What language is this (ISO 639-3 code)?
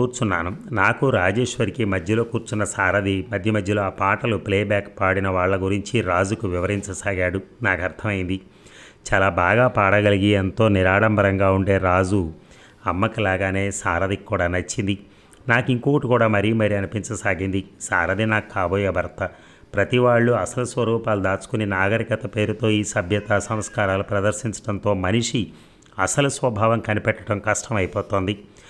tel